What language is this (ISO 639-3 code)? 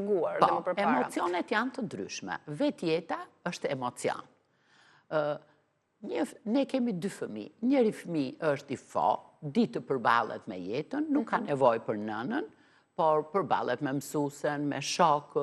sqi